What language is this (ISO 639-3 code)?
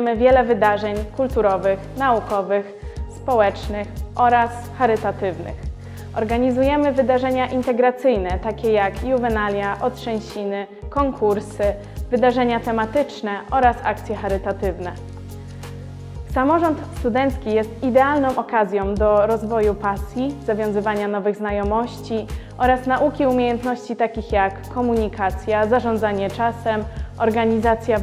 pol